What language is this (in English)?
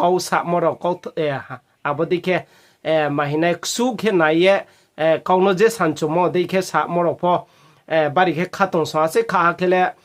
Riang (India)